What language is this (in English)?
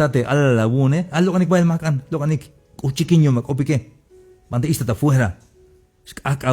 Tzeltal